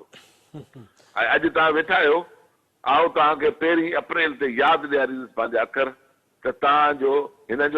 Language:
Sindhi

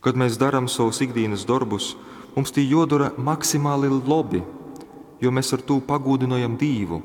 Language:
Latgalian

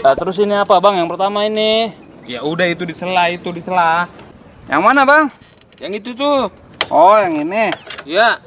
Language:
Betawi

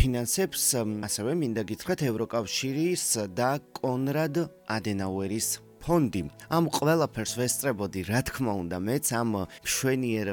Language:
Georgian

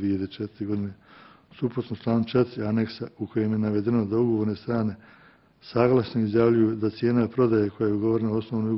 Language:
Bosnian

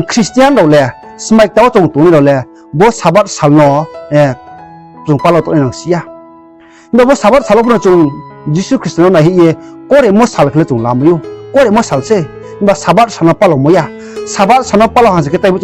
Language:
Riang (India)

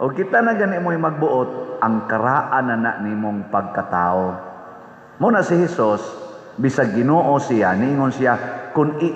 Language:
Cebuano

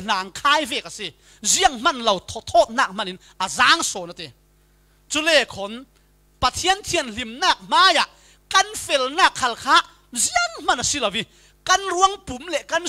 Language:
Falam Chin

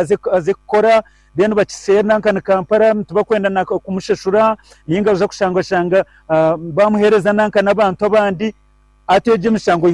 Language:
Nyoro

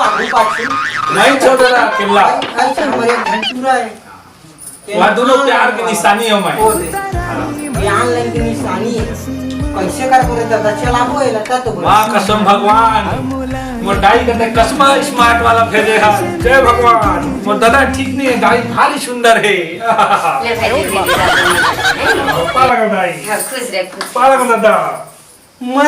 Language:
Chhattisgarhi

